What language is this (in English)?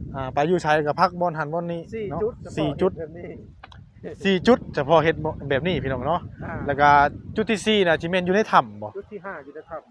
Northeastern Thai